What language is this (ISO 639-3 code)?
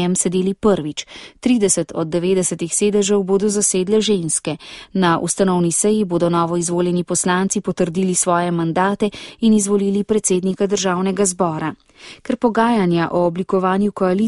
slv